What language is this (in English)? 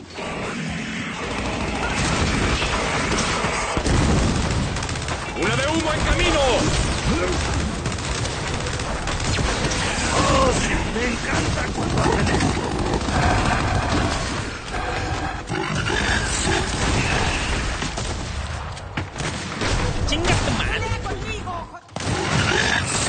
Spanish